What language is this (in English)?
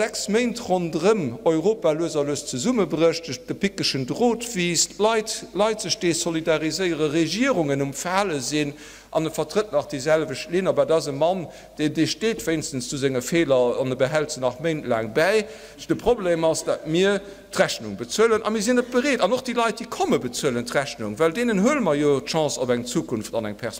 Luxembourgish